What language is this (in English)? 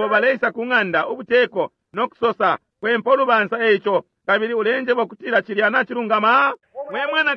Bemba